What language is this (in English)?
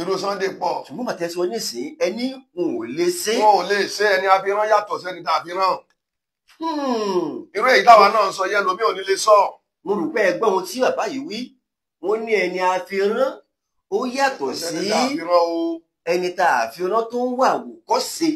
Yoruba